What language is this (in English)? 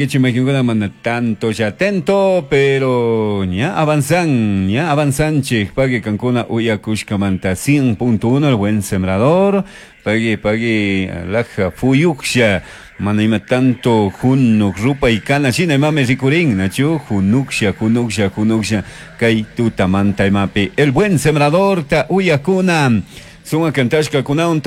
Chimborazo Highland Quichua